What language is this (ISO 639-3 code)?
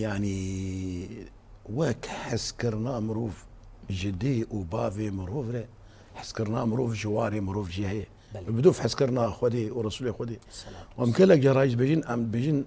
kur